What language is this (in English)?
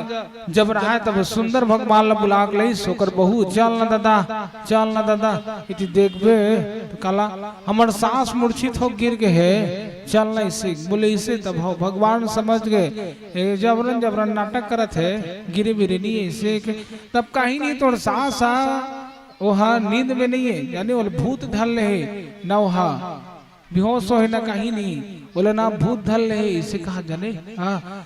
Chhattisgarhi